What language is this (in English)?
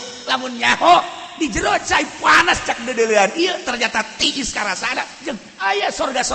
Sundanese